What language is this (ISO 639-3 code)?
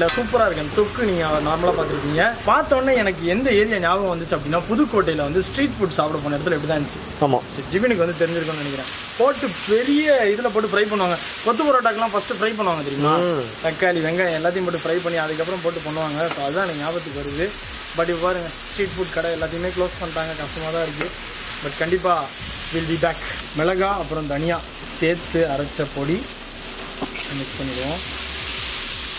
tam